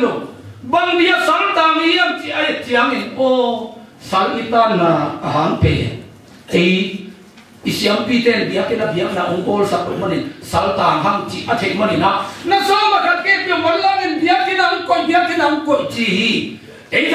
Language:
Tedim Chin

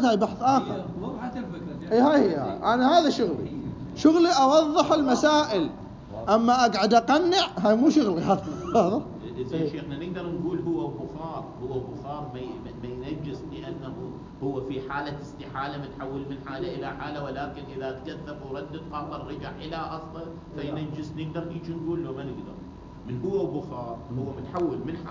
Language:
Mesopotamian Arabic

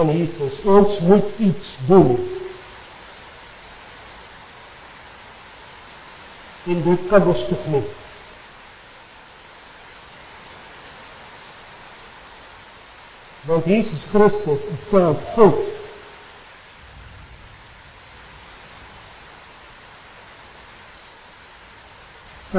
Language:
Afrikaans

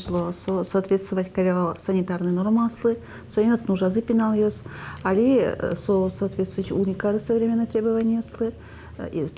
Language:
Udmurt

